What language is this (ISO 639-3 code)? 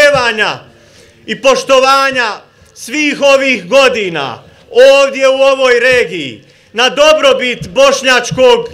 bos